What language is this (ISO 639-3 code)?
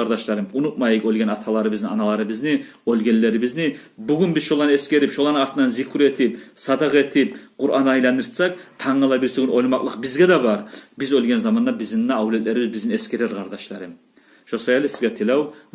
kum